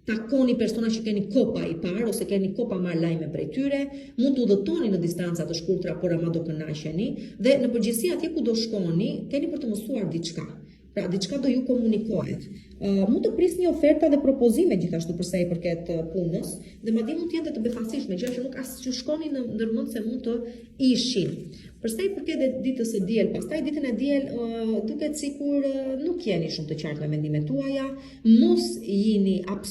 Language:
Albanian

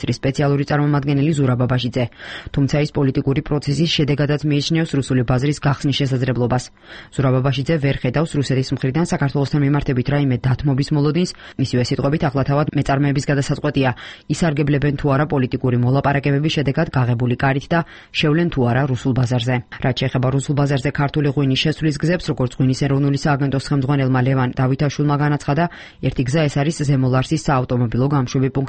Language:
Georgian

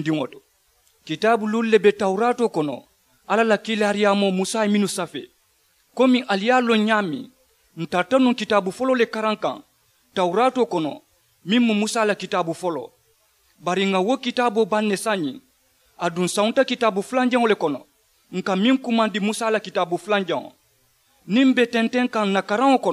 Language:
Mandingo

